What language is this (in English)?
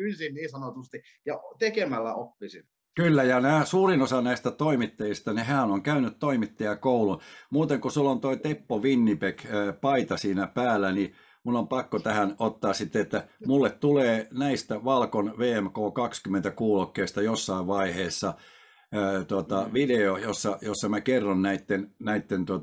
Finnish